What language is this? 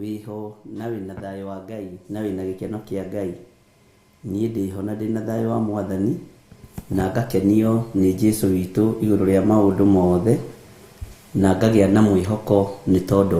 Kikuyu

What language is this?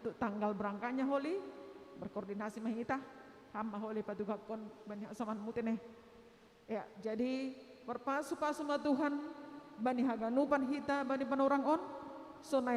Batak Simalungun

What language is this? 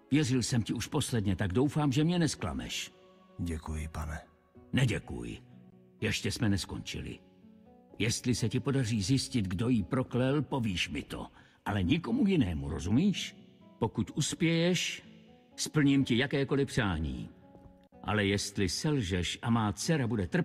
Czech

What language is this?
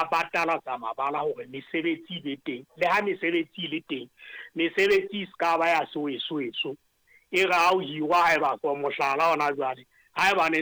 Southern Sotho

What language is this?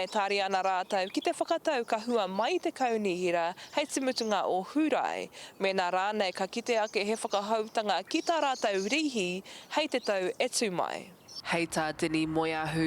Māori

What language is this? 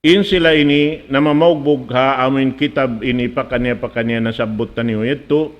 Tausug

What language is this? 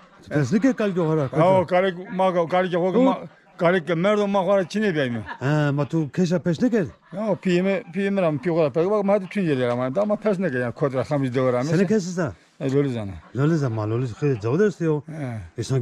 Zaza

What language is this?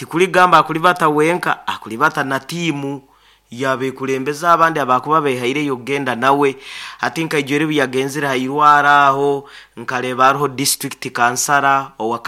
Nyoro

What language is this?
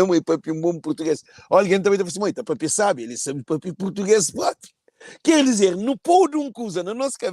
Kabuverdianu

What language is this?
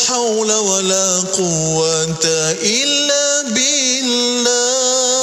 Malay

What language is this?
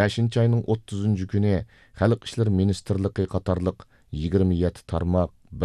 Uyghur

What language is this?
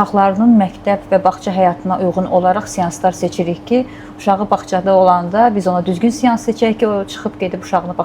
Azerbaijani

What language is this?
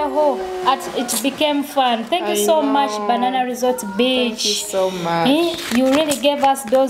Tooro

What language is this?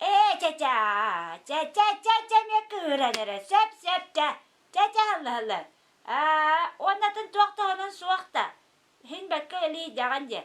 Yakut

